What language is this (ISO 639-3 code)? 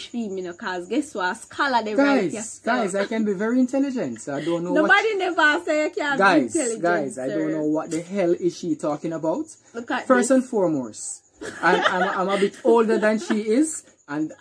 jam